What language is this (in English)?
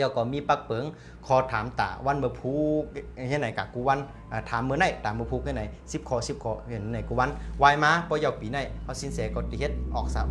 Shan